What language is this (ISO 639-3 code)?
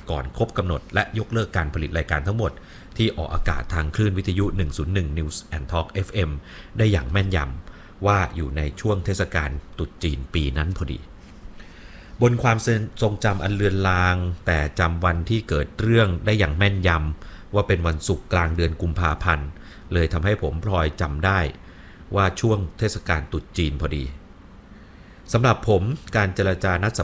tha